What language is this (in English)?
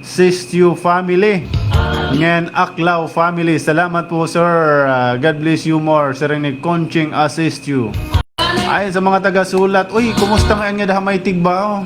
Waray